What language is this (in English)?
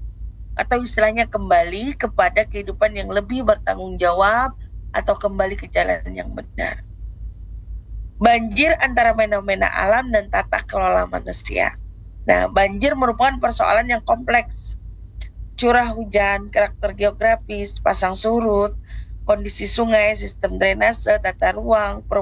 Indonesian